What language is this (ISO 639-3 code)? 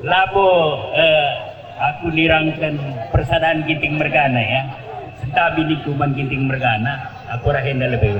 btx